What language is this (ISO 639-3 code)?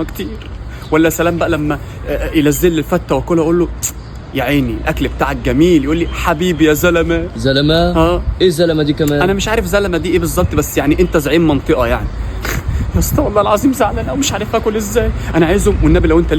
arz